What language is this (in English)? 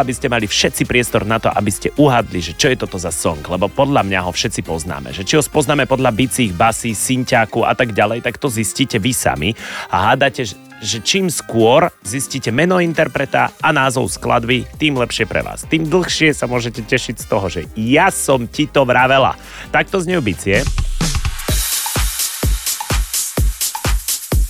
Slovak